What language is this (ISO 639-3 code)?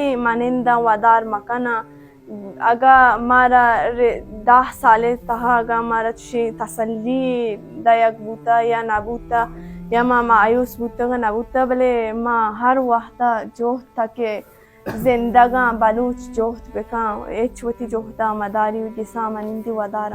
bal